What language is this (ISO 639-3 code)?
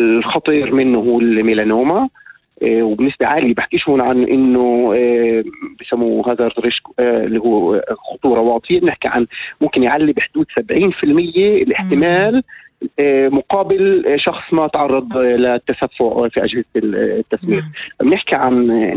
apc